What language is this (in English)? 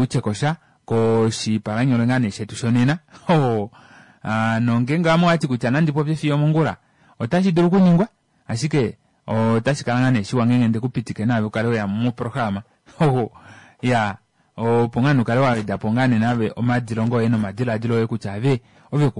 Kuanyama